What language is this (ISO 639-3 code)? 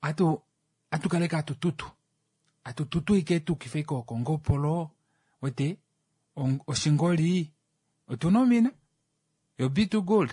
kua